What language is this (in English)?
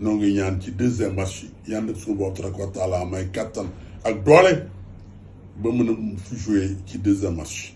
Wolof